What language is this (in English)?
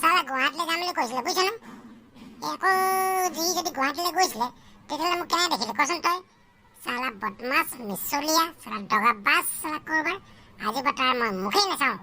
Assamese